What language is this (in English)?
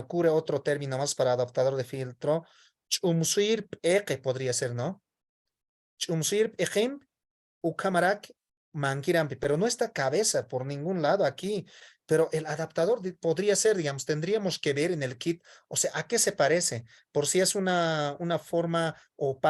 Aymara